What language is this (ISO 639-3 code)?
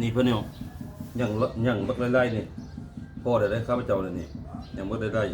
lao